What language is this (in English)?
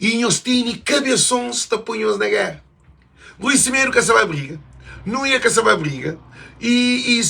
Kabuverdianu